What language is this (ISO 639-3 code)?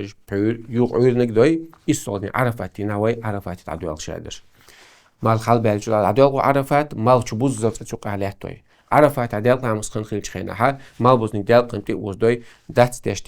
che